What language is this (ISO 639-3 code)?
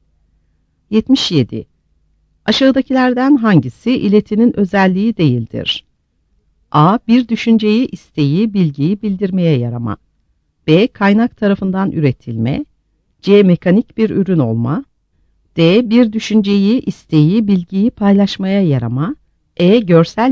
tur